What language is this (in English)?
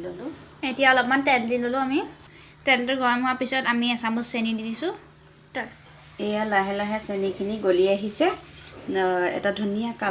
Assamese